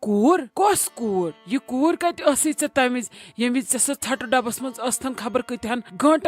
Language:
Kashmiri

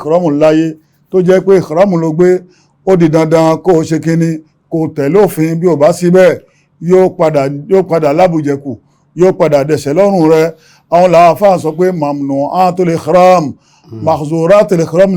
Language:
Yoruba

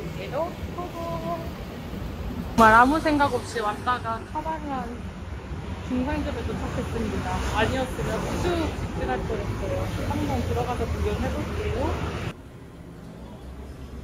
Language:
Korean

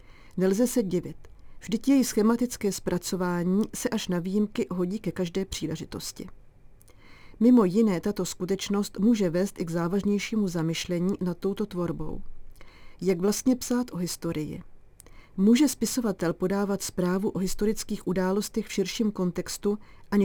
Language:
Czech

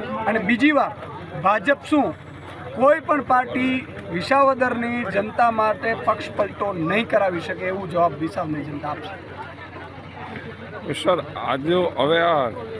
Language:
Gujarati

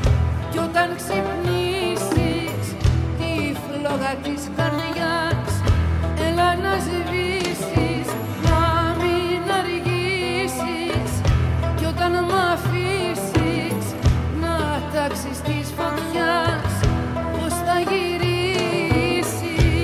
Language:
Greek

